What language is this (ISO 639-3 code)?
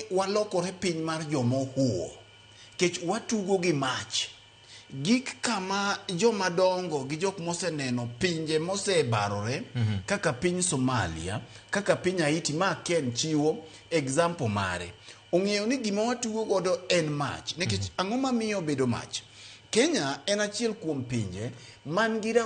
luo